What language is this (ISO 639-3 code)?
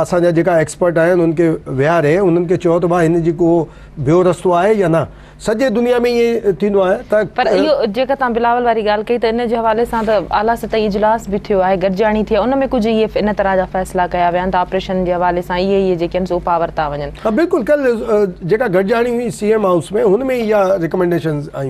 snd